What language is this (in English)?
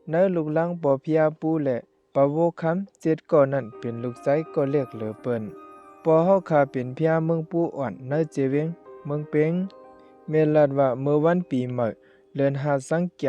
Shan